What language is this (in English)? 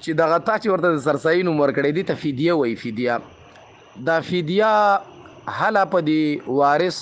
Pashto